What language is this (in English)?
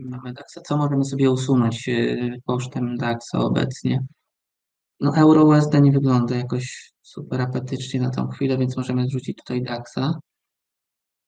Polish